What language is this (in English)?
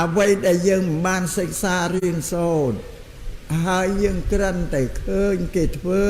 Khmer